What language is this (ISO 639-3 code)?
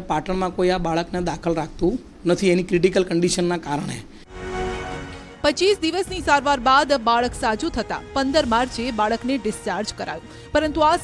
guj